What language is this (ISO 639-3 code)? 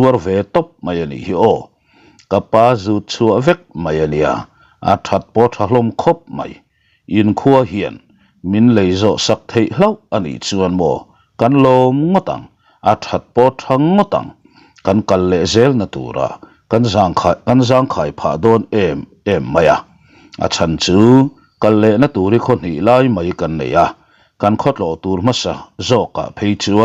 lus